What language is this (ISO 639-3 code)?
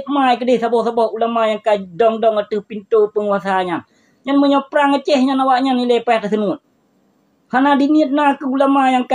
ace